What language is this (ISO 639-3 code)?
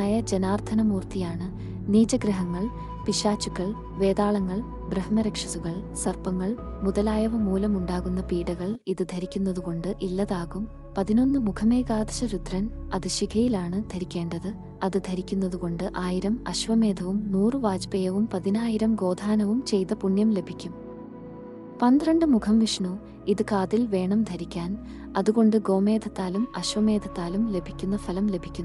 mal